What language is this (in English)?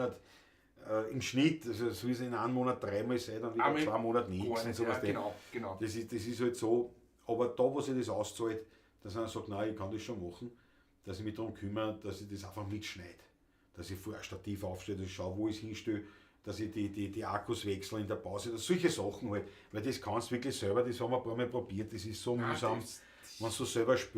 Bavarian